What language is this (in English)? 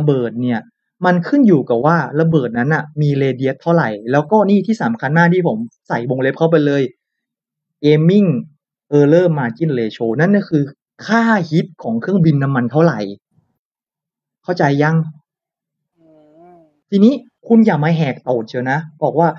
Thai